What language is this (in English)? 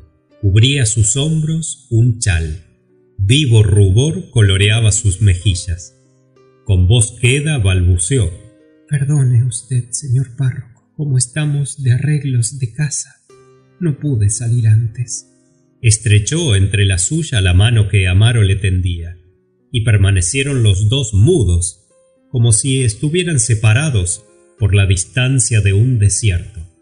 Spanish